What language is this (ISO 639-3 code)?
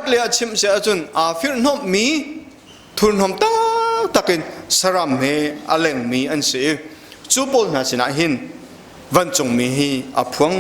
cnh